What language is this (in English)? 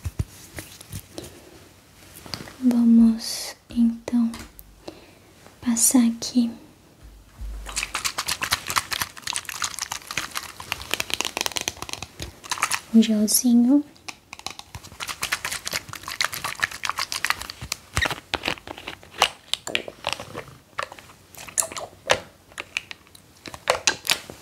Portuguese